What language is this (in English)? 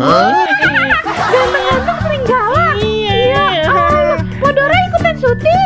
Betawi